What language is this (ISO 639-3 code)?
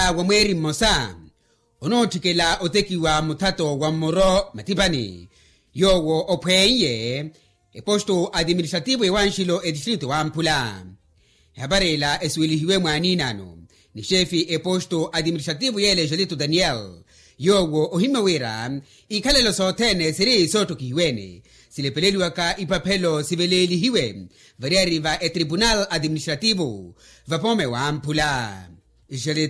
vmw